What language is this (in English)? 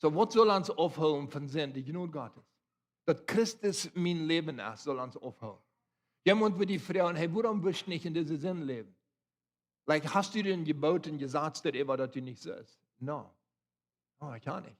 Plautdietsch